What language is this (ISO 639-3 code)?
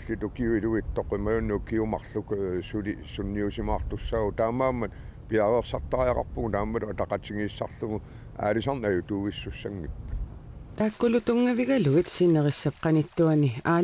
kal